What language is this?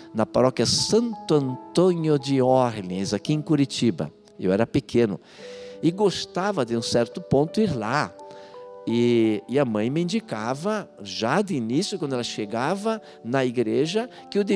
Portuguese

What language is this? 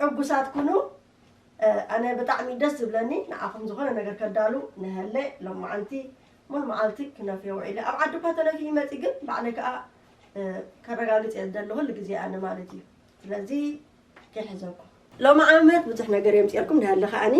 Tigrinya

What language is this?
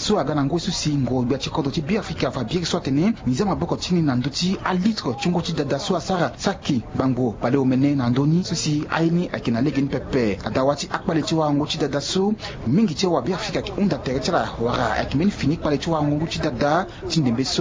Sango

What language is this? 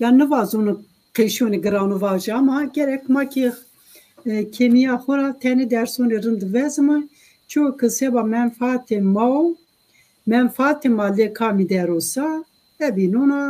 Zaza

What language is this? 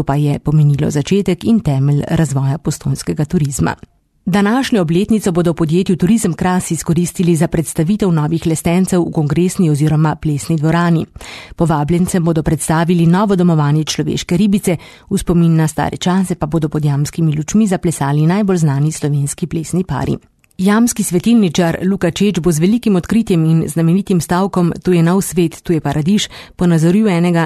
Slovenian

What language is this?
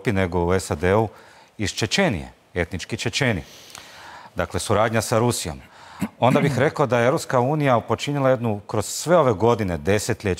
Croatian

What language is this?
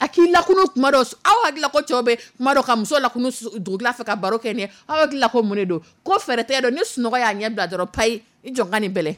Dyula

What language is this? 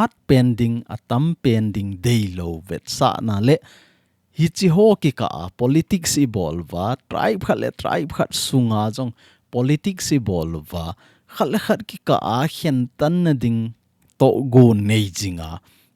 Thado Chin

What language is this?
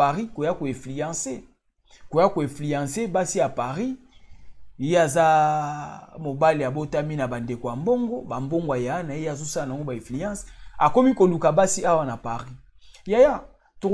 Lingala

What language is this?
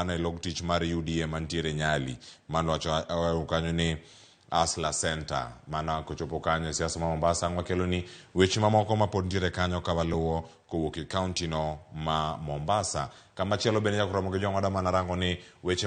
Luo (Kenya and Tanzania)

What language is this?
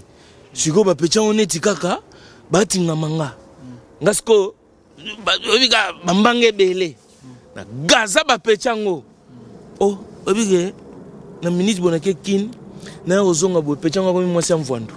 Lingala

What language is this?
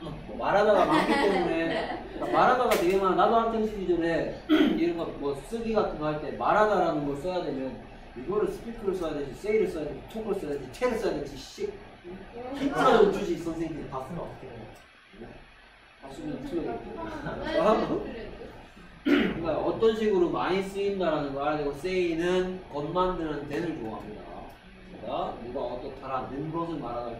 Korean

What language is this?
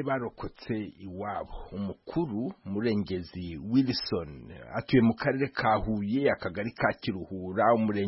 Kinyarwanda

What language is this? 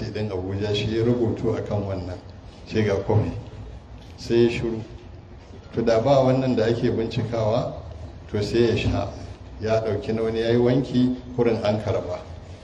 Hausa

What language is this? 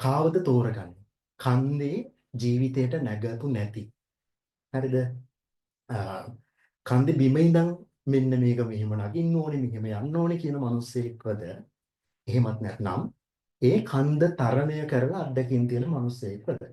Sinhala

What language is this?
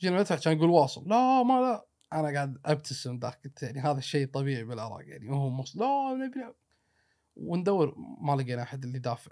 Gulf Arabic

